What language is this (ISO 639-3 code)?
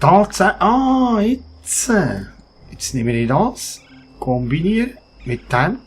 gsw